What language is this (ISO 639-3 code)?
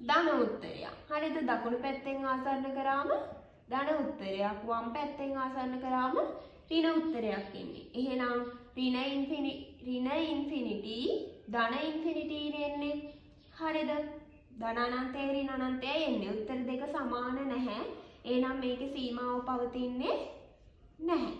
sin